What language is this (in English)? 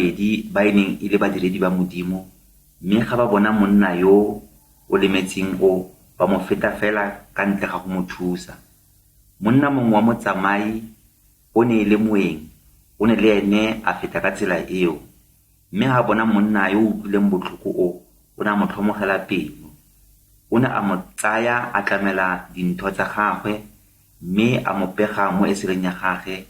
Tswana